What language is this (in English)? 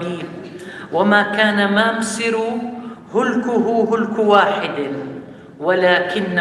North Levantine Arabic